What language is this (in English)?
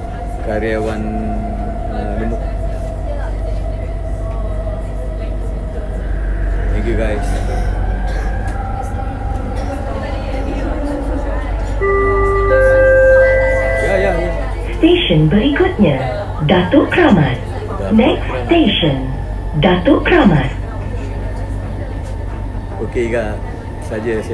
Malay